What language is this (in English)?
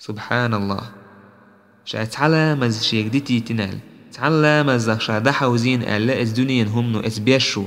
Chechen